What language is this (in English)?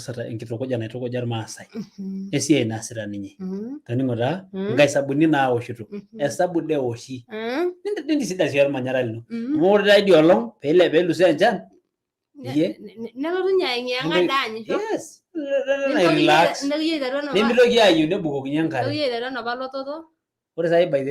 Masai